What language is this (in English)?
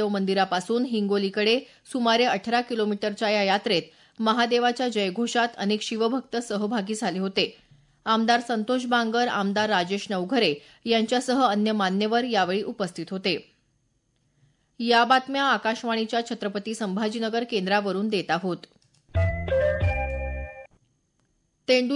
Marathi